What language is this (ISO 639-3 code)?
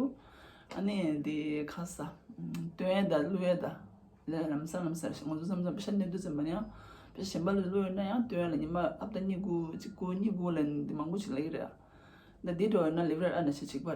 bod